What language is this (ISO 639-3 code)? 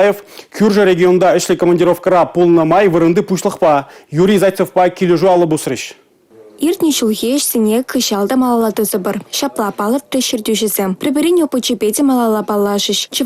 chv